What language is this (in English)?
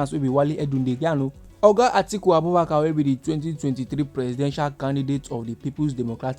Nigerian Pidgin